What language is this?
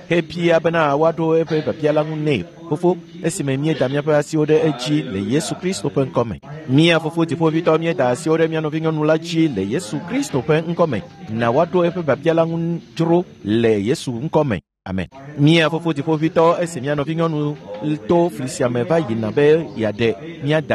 Ewe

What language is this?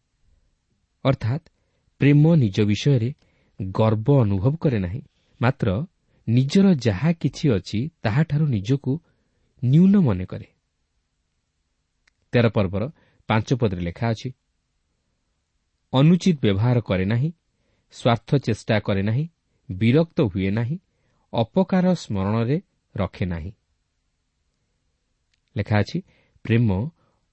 Odia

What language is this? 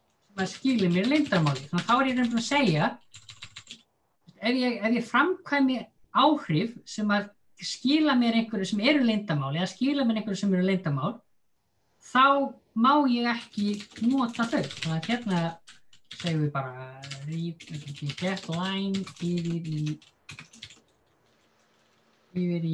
Icelandic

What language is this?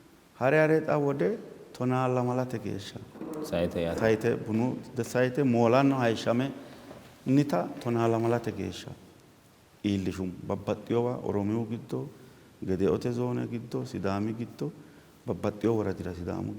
Sidamo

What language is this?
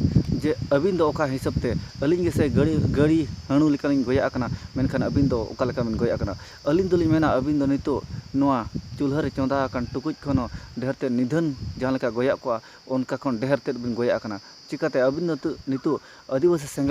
Santali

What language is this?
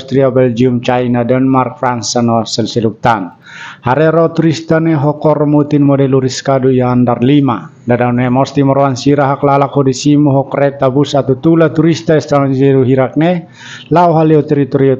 Tetum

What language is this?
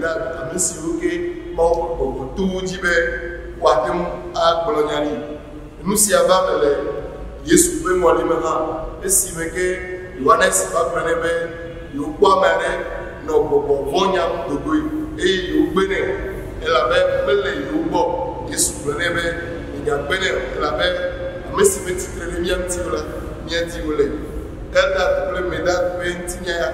Ewe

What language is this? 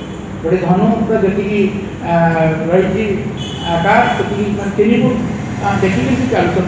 Odia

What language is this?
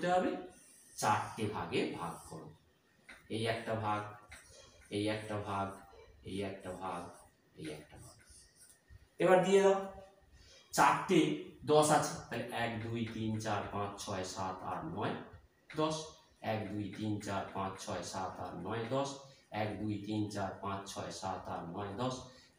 Bangla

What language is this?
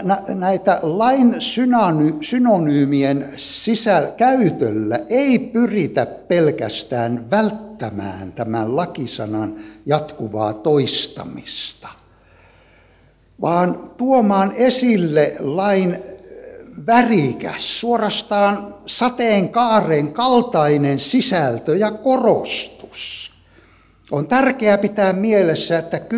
Finnish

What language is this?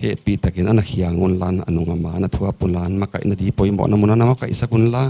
Paite Chin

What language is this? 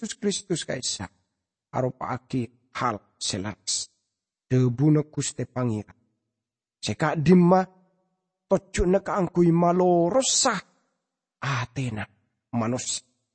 Madurese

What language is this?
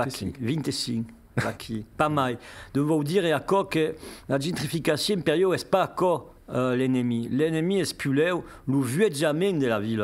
Occitan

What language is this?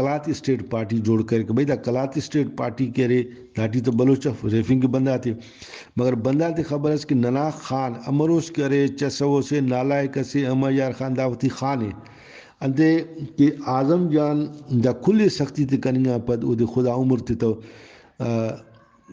Brahui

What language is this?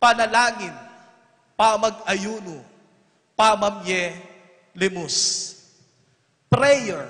Pampanga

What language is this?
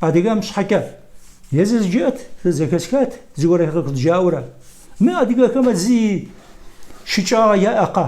Kabardian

